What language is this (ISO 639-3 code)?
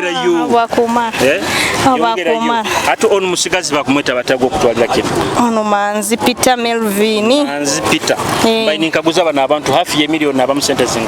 nyo